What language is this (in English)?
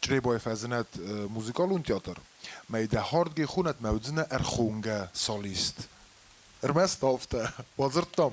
Ossetic